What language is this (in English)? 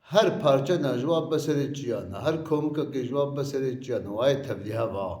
Kurdish